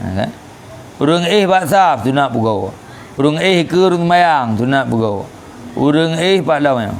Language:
Achinese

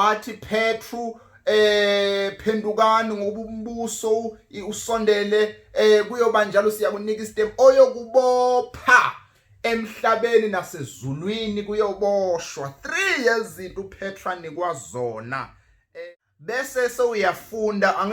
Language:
Zulu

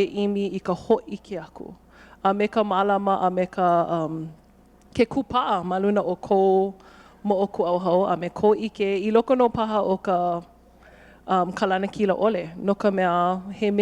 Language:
Hawaiian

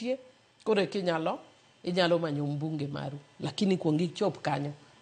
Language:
Luo (Kenya and Tanzania)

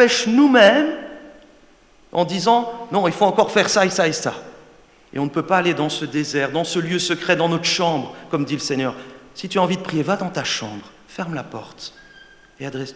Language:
French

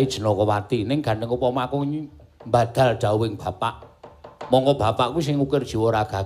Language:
Javanese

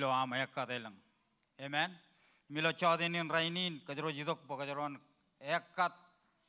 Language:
Marshallese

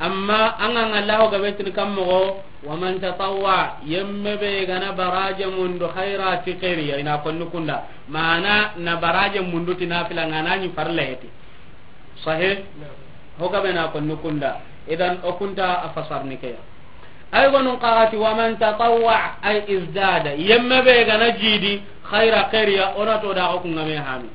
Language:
Soninke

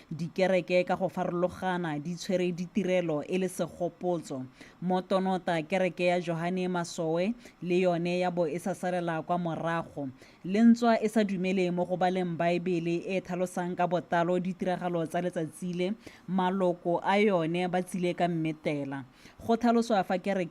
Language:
Tswana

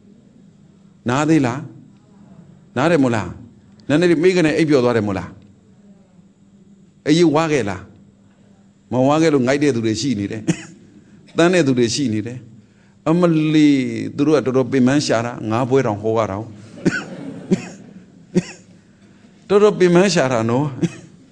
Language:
Burmese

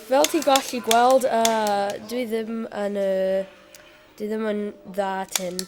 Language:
Welsh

